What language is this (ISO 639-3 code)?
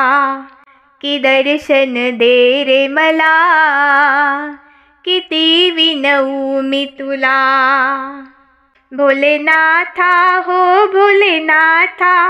mar